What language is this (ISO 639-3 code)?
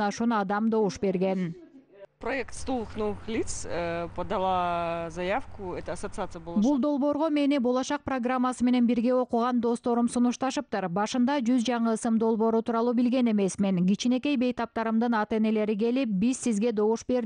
kir